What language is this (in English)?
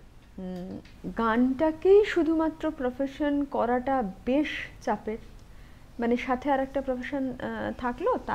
Bangla